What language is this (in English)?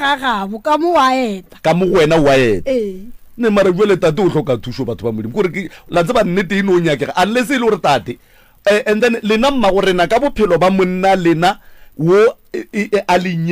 Northern Sotho